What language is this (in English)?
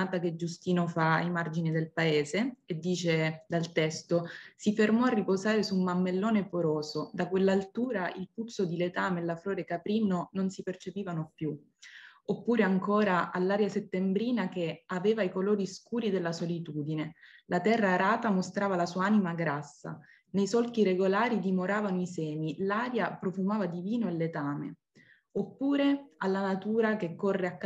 Italian